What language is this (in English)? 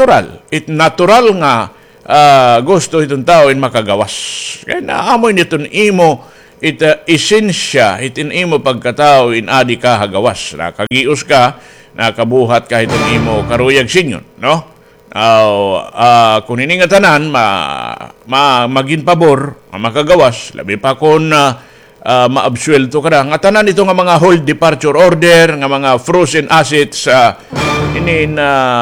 Waray